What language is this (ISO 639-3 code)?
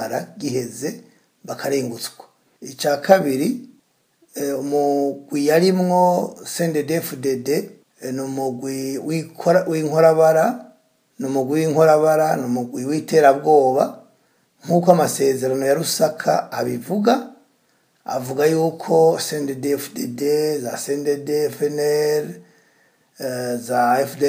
run